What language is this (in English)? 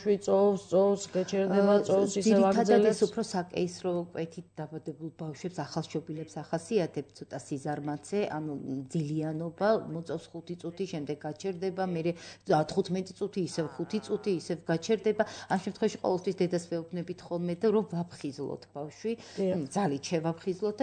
Georgian